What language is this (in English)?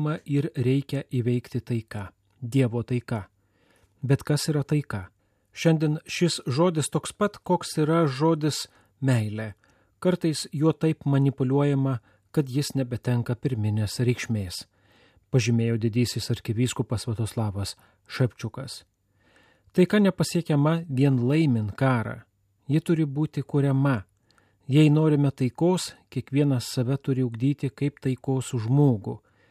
Lithuanian